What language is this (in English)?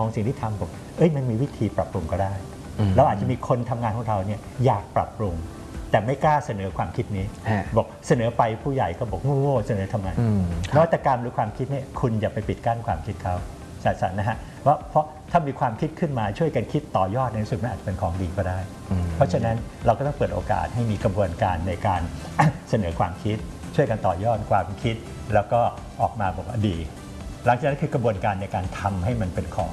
Thai